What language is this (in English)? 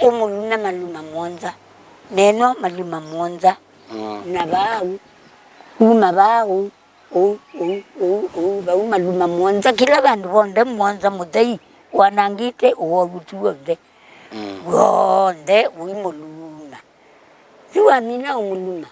Kamba